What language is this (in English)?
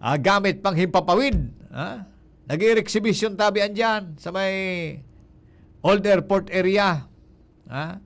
Bikol